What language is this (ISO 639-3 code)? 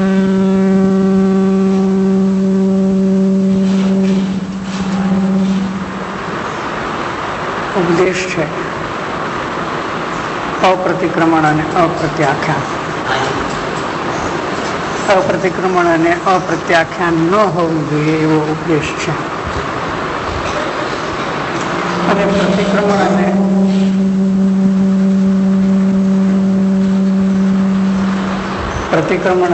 guj